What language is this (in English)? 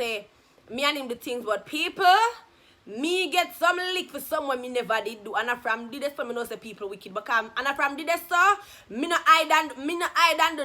Jamaican Creole English